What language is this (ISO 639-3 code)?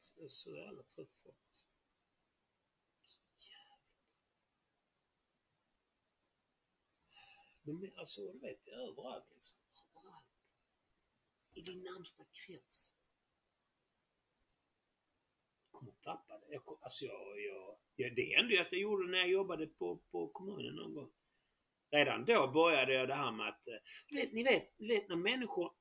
swe